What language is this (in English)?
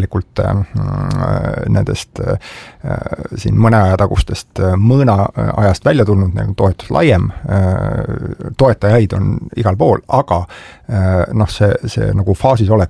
Estonian